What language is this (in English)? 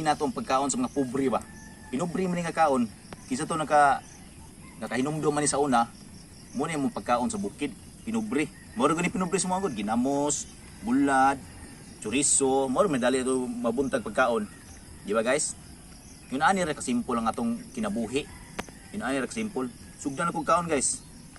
Cebuano